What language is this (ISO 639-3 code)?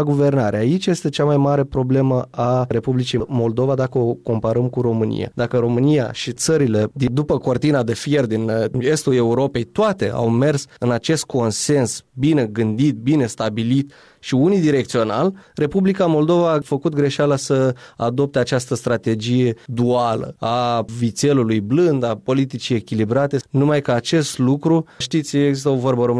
ron